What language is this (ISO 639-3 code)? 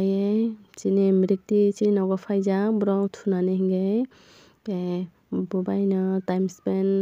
trp